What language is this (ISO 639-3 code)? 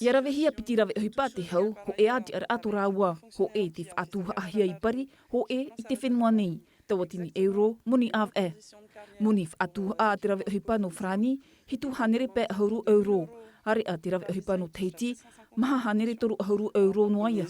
tah